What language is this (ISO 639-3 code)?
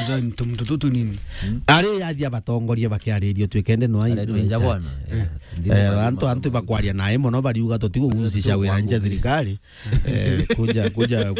mer